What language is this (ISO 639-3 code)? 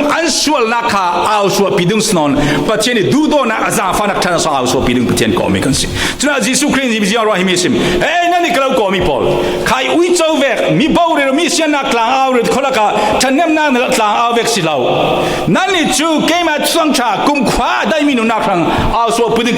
cfm